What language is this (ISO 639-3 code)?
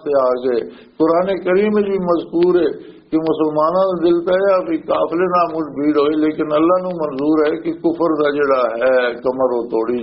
lah